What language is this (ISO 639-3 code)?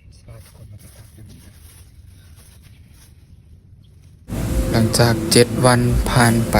lao